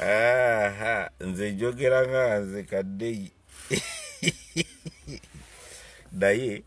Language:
Ganda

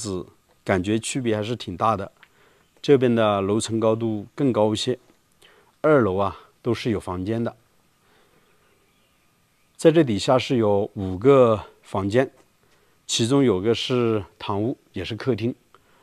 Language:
Chinese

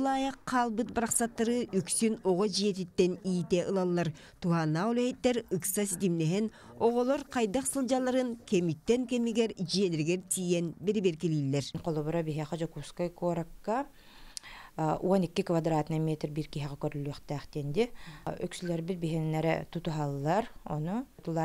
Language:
Yakut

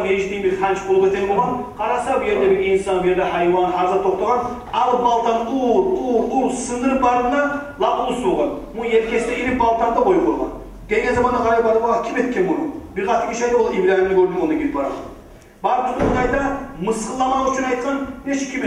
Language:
Kumyk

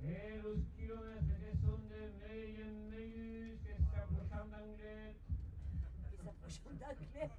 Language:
Occitan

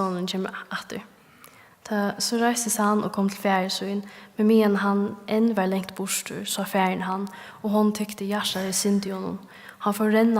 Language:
Faroese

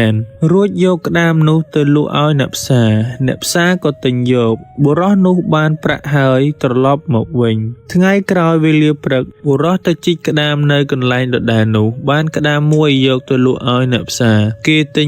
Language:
Khmer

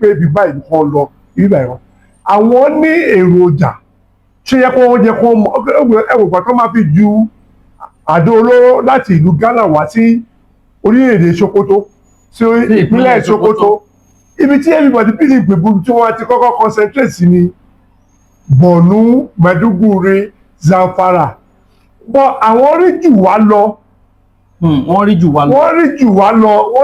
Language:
Yoruba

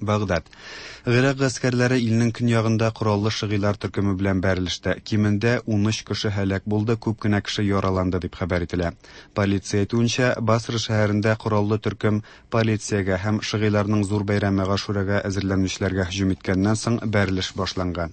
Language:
Tatar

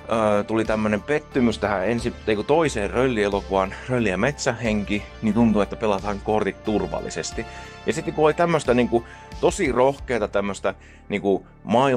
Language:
Finnish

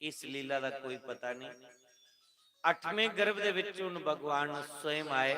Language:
Dogri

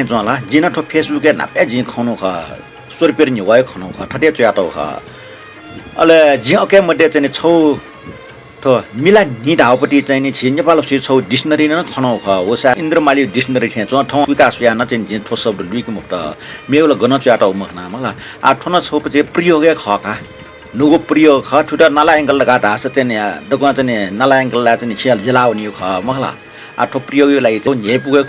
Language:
Newari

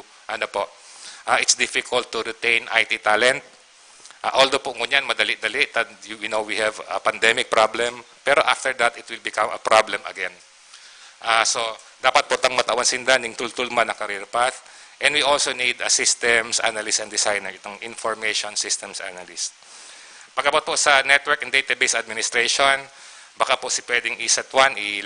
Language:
Bikol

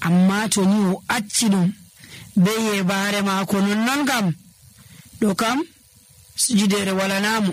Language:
Nigerian Fulfulde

